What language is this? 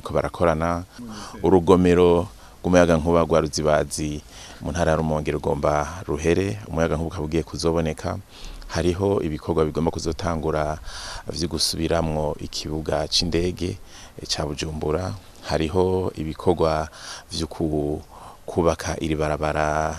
Rundi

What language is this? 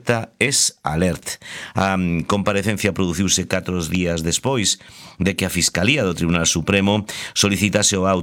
Galician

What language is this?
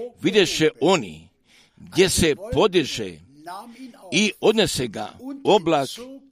Croatian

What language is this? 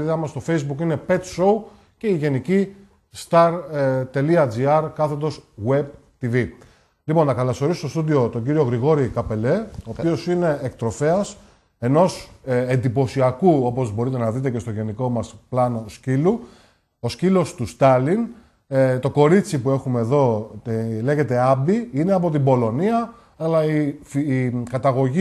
Greek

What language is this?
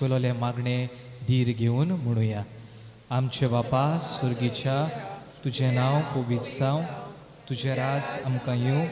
Konkani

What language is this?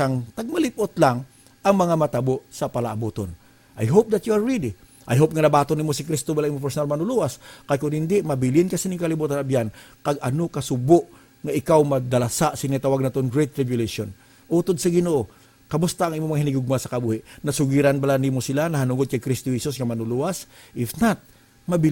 Hiligaynon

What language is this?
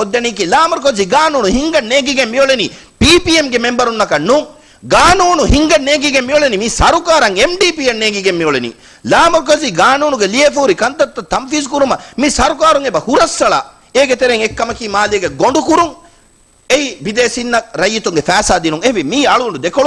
Divehi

